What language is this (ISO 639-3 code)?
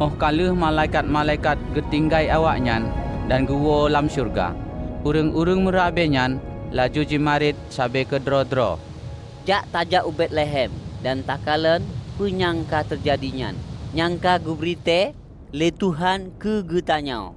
ace